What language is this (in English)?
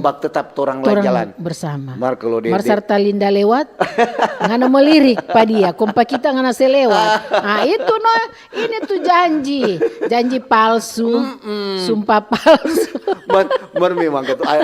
Manado Malay